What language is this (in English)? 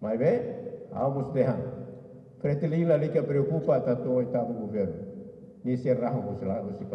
Tetum